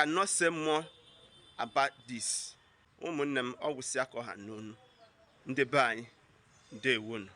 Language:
Igbo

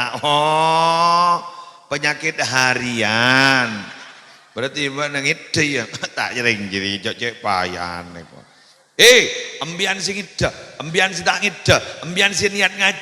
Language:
Madurese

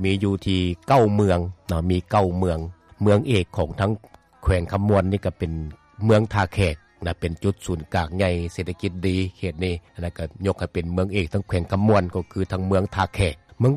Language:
Lao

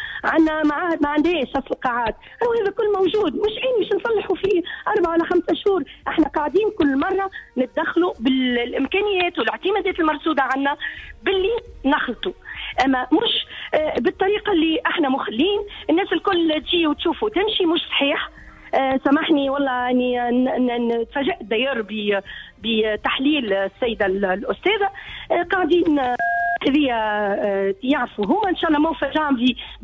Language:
Tunisian Arabic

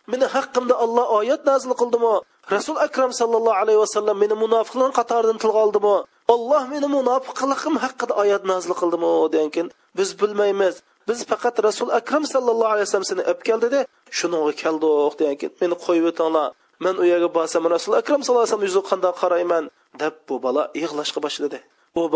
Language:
Uyghur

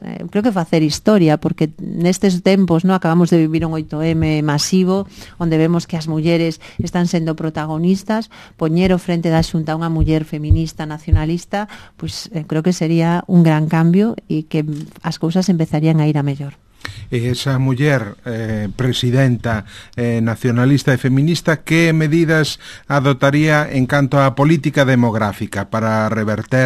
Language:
Galician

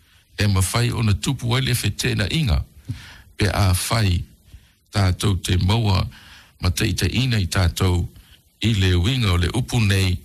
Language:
Samoan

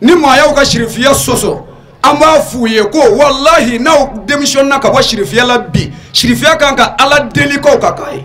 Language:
Bambara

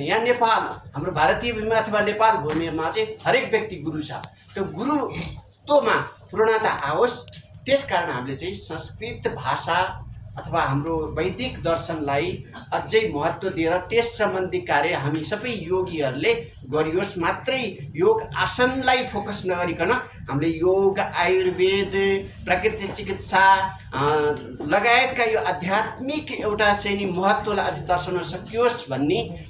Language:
Nepali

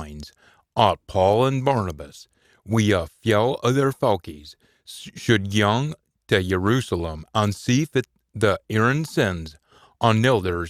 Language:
Scots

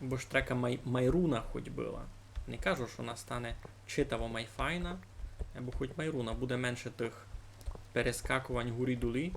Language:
Rusyn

